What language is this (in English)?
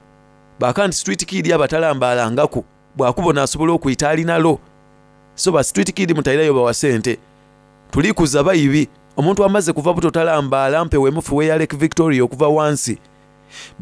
Soga